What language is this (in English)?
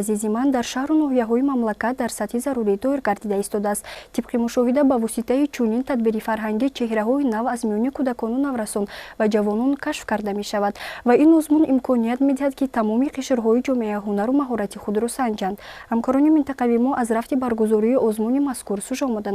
Tajik